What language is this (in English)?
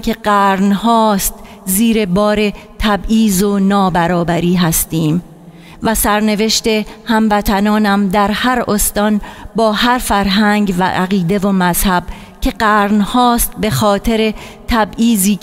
Persian